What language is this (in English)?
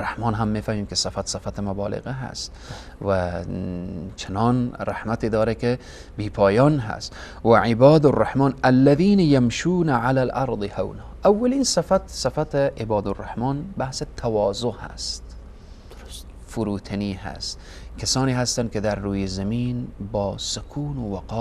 Persian